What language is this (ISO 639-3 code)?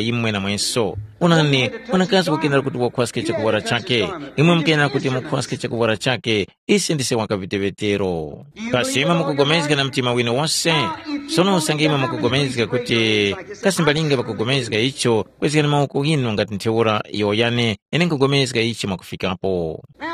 tum